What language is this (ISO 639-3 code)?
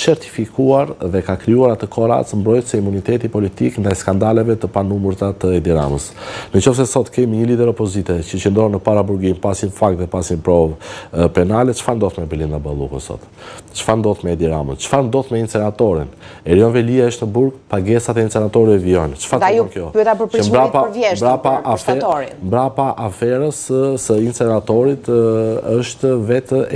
sqi